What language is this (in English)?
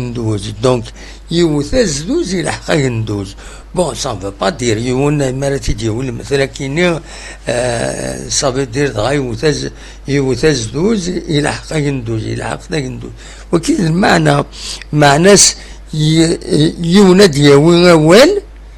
Kabyle